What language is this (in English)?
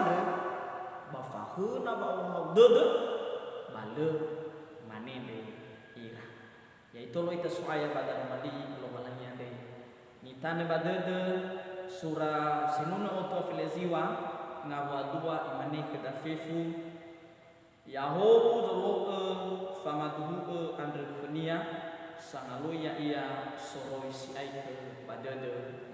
Nias